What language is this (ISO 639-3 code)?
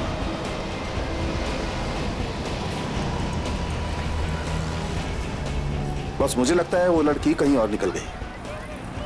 hin